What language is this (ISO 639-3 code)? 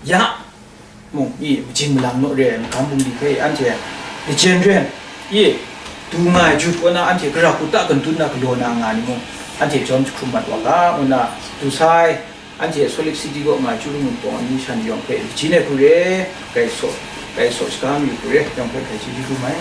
kac